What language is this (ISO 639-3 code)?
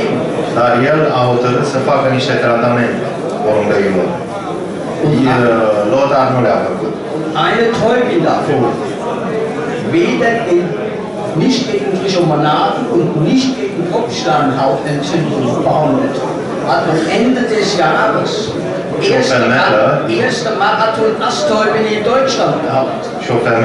ron